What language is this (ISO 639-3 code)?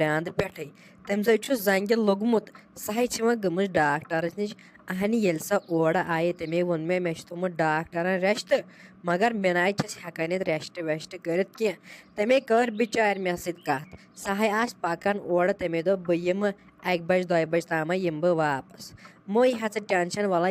kas